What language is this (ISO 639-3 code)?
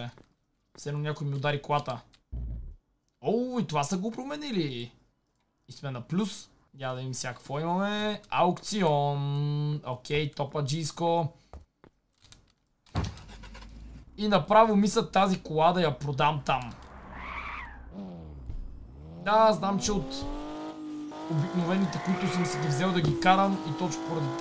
bul